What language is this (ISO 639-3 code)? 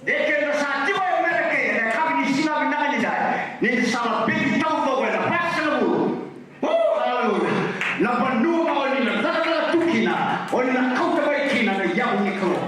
fij